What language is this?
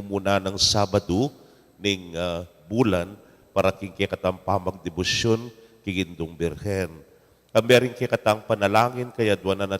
Pampanga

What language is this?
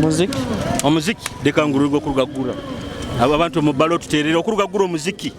Nyoro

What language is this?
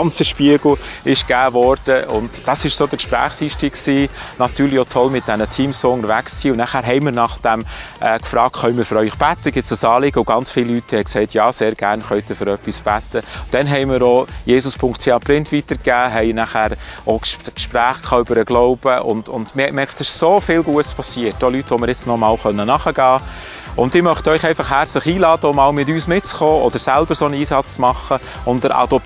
Swiss German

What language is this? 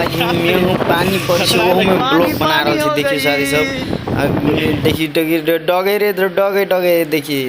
Maithili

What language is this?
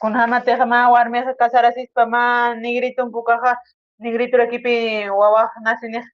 Aymara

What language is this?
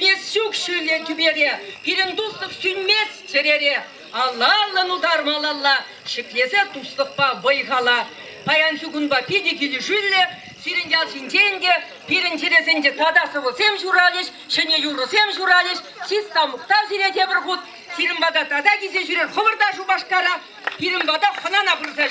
Chuvash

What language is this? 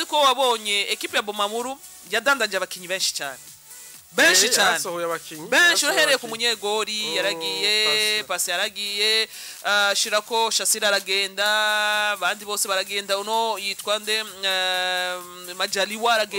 Rundi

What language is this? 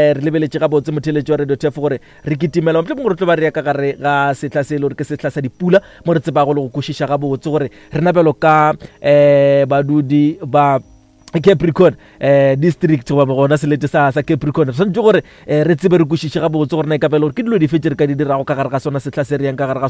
Northern Sotho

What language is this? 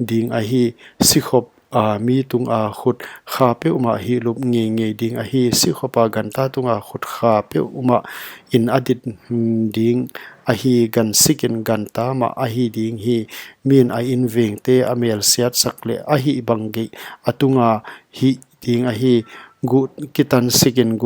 Paite Chin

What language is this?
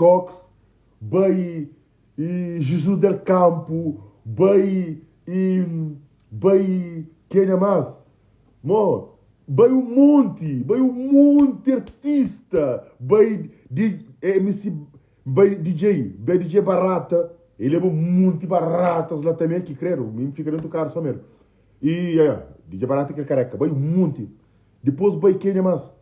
Kabuverdianu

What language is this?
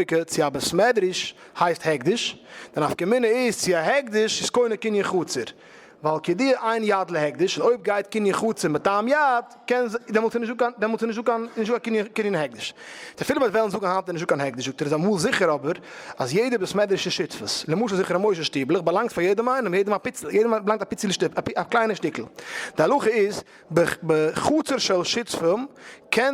Yiddish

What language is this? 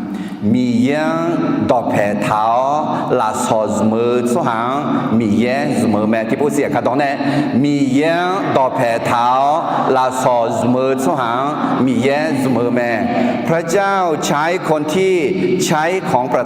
Akha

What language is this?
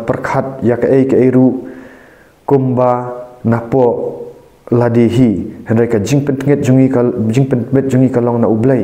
Khasi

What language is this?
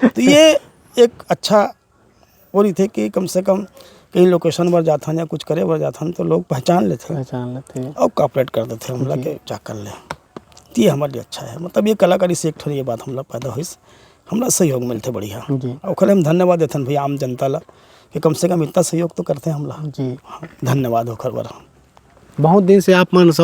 Chhattisgarhi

